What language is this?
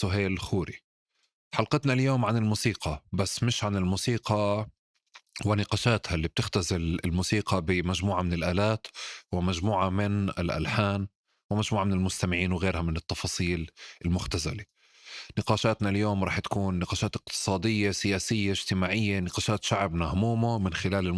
North Levantine Arabic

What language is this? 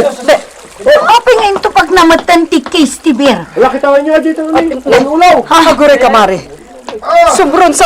Iloko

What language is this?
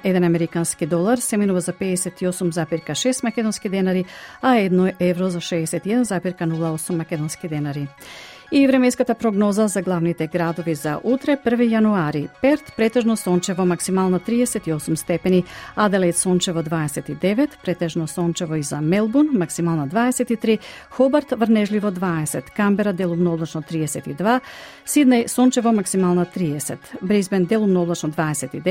Macedonian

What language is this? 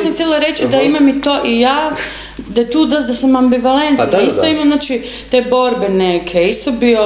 Croatian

